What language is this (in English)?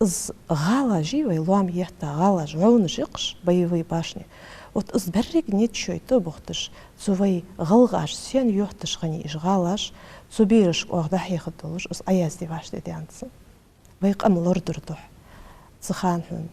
Ingush